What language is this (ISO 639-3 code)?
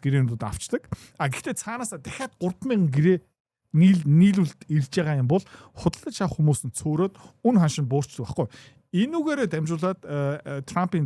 mon